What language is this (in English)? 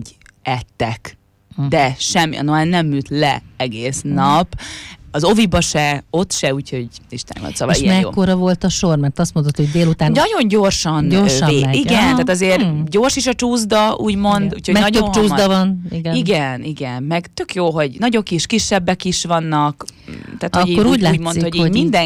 Hungarian